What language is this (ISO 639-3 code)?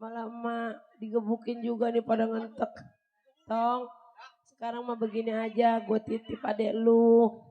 bew